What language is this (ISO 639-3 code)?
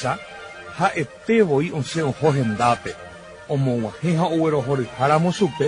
grn